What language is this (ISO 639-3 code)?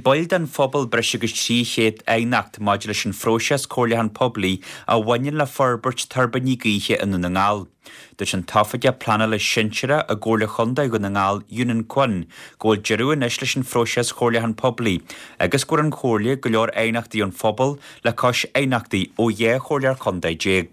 gle